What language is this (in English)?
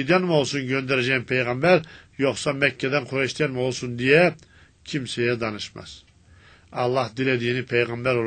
Turkish